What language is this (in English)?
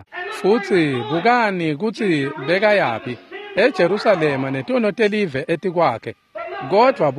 Swati